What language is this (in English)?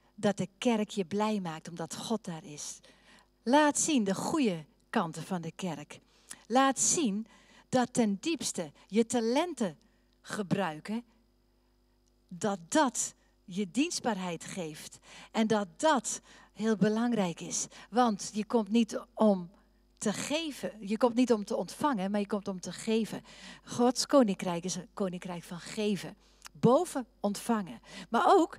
Dutch